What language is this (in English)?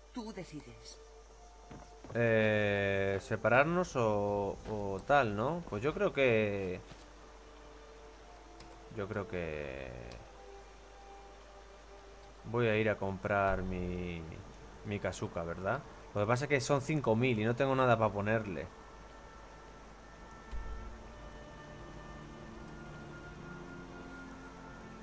Spanish